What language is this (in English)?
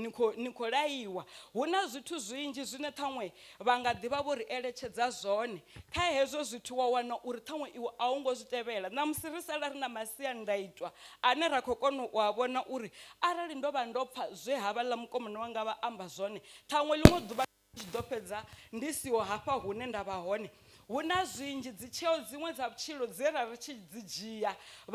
Venda